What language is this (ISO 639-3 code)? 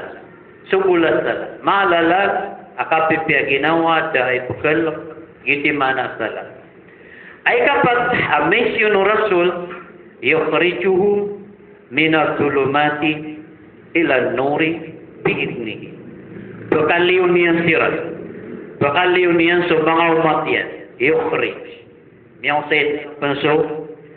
mrw